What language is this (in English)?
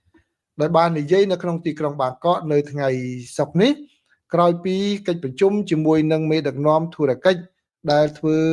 Khmer